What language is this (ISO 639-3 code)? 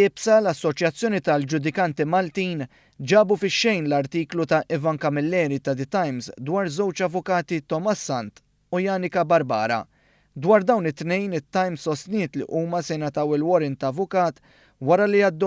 mlt